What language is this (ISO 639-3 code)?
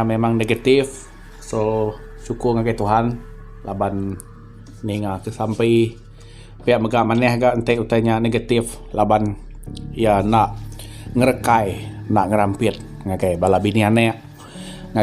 iba